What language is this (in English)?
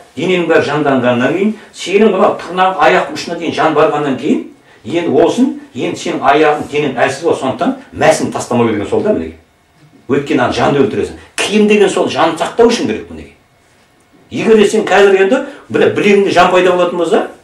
Kazakh